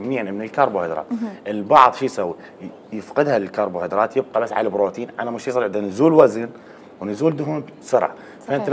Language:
Mesopotamian Arabic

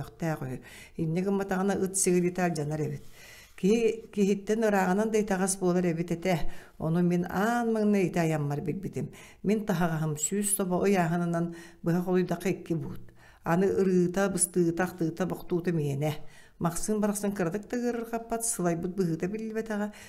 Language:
Yakut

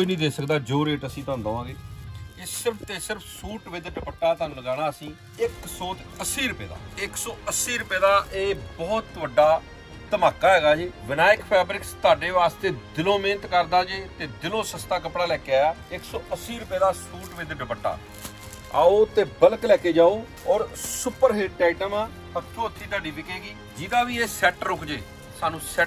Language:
Punjabi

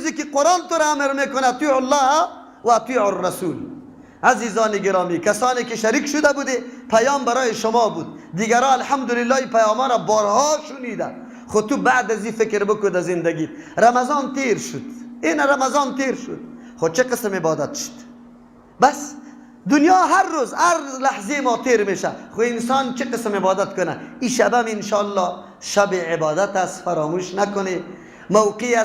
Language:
Persian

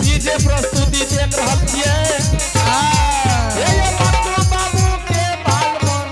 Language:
Angika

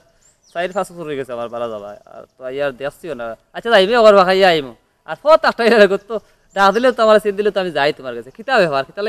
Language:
Sylheti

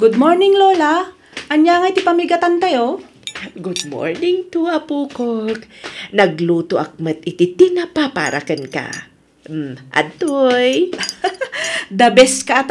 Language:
Iloko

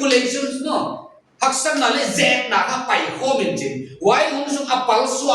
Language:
Paite Chin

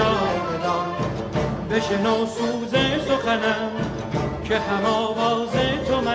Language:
Persian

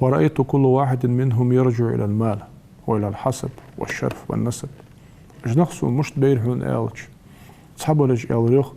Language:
Ingush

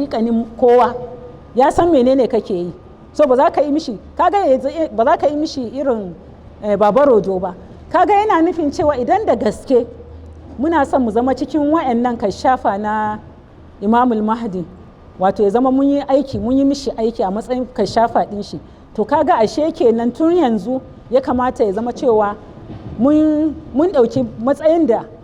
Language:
Hausa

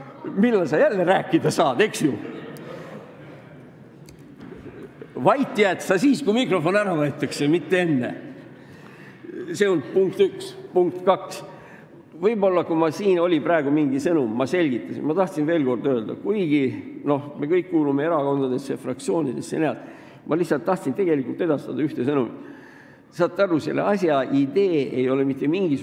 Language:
Estonian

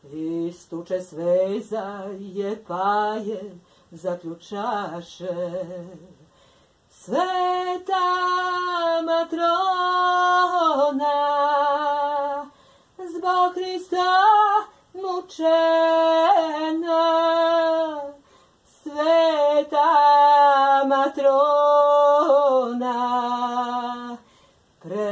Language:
Serbian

